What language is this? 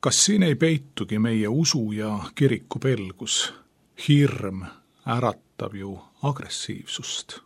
Estonian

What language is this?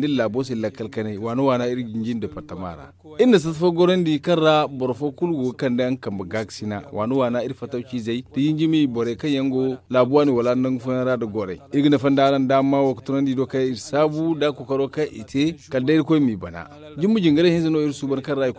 Zarma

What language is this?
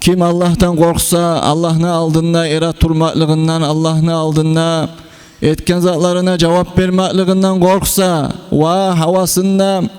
Kumyk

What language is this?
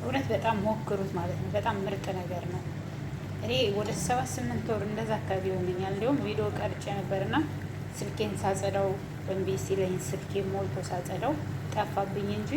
Amharic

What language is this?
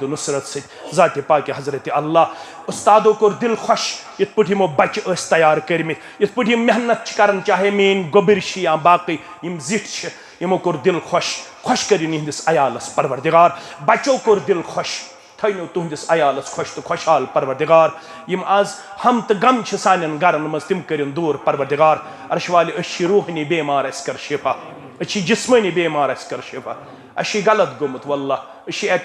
Kashmiri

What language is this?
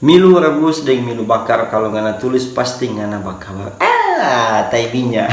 Manado Malay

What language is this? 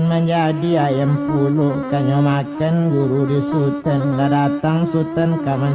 Minangkabau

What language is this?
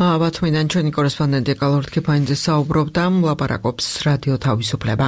Georgian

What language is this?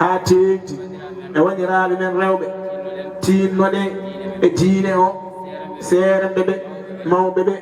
Fula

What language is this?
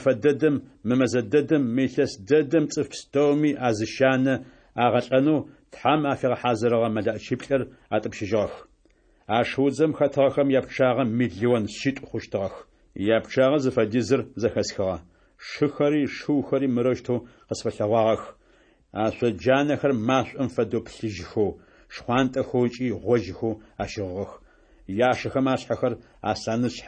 Adyghe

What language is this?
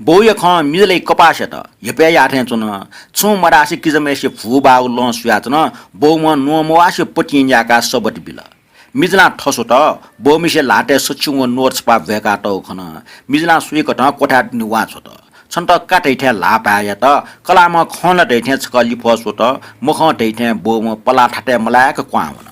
Newari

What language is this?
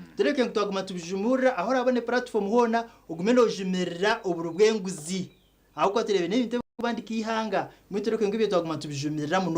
Nyankole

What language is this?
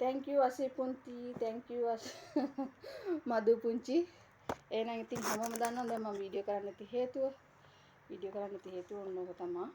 Sinhala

